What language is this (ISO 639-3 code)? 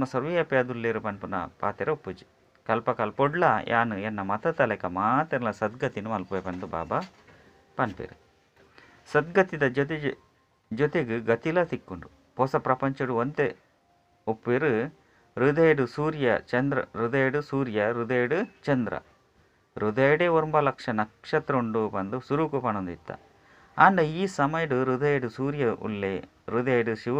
tcy